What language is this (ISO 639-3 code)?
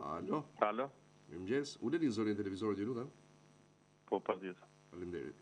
sqi